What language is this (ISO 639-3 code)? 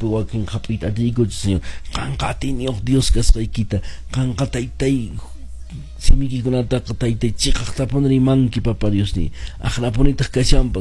que